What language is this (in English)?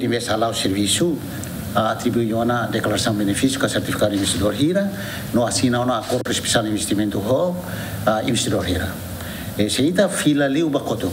Tetum